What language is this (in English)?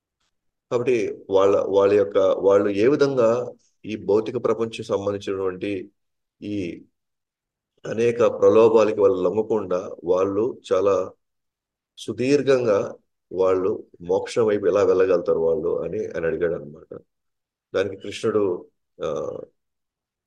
Telugu